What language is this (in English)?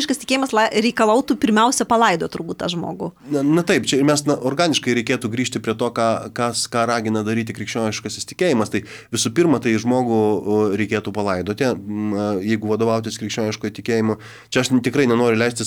Lithuanian